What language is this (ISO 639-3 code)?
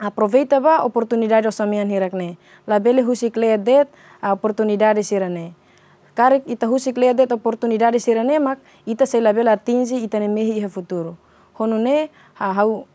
tet